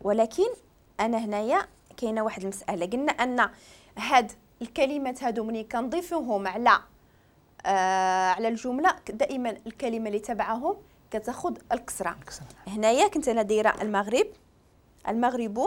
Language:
Moroccan Arabic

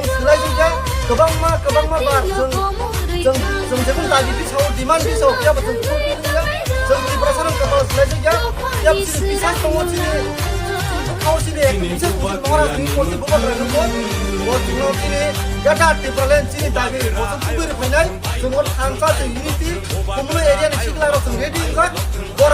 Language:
Kok Borok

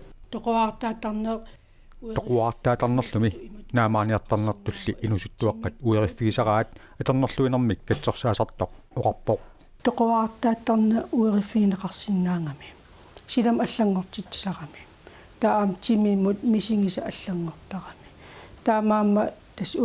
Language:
Kalaallisut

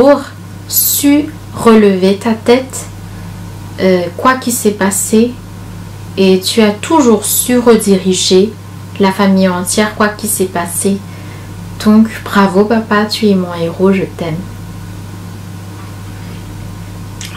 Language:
French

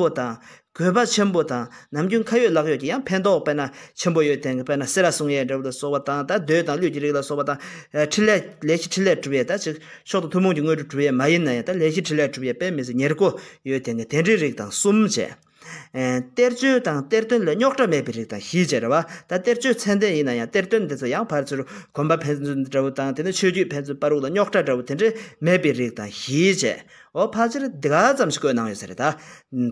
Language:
Tibetan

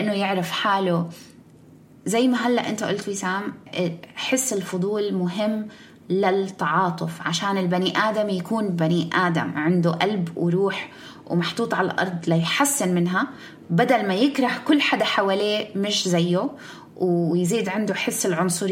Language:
North Levantine Arabic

